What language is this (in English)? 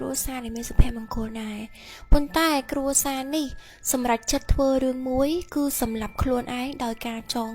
Khmer